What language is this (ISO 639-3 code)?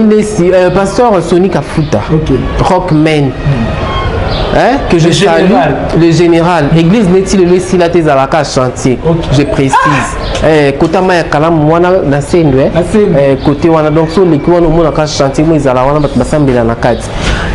lin